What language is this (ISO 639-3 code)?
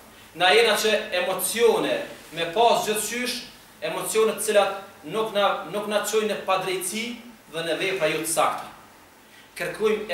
sqi